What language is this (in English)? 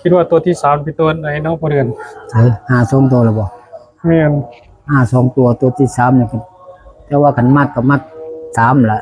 Northeastern Thai